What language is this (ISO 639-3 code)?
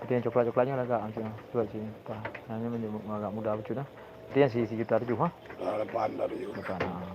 ace